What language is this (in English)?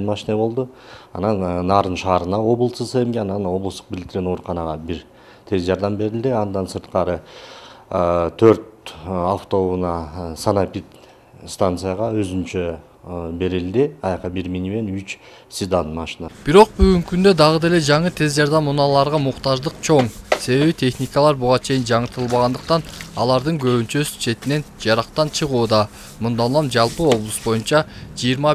Kyrgyz